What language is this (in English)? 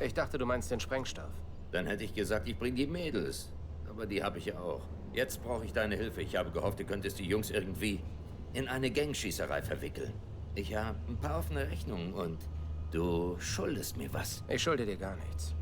Bavarian